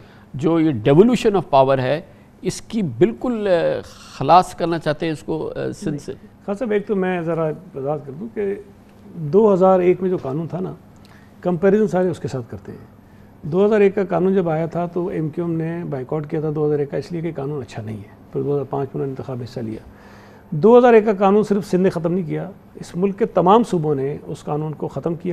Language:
Urdu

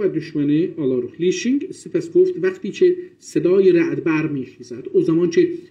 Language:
South Azerbaijani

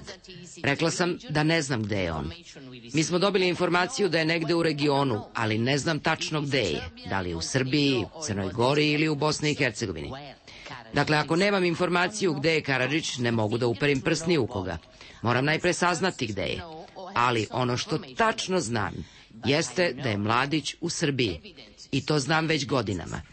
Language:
Serbian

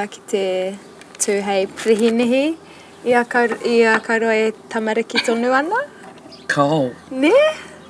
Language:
Māori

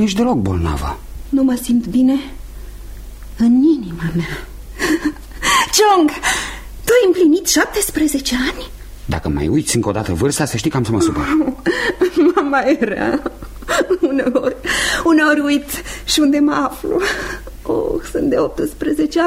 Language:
Romanian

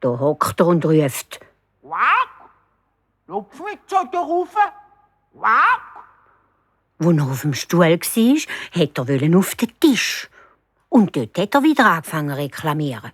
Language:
Swiss German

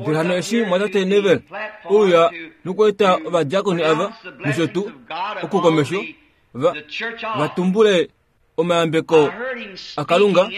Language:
Kuanyama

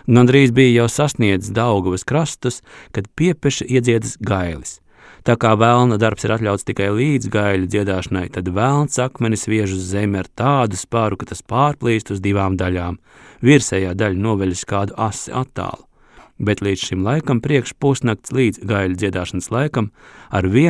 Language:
Latvian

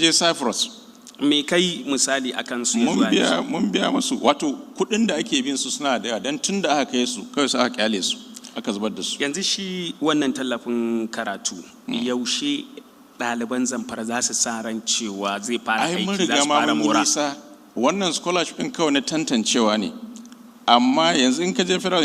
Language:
Hausa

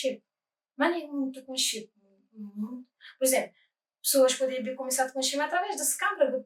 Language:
Kabuverdianu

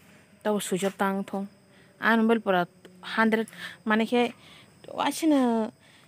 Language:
Kok Borok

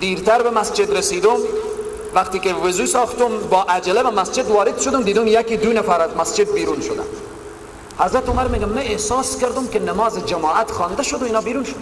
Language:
Persian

